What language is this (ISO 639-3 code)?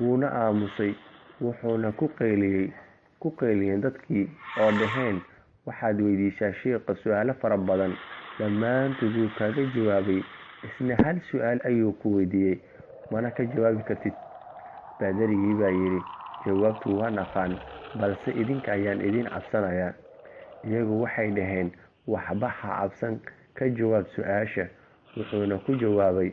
som